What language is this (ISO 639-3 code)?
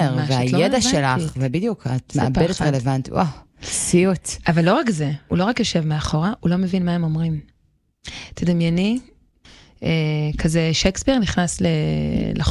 heb